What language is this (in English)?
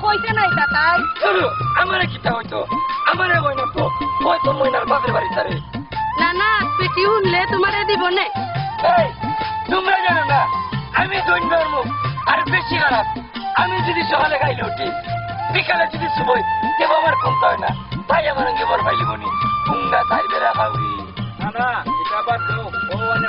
Sylheti